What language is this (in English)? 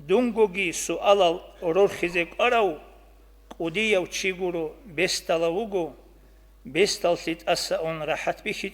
Avaric